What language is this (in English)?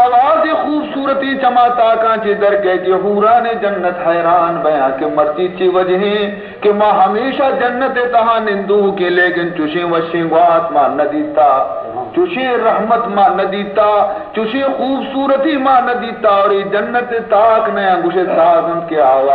Baluchi